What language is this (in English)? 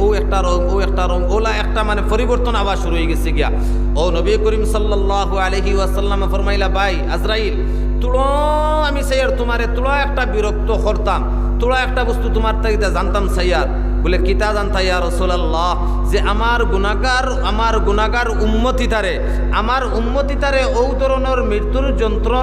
Sylheti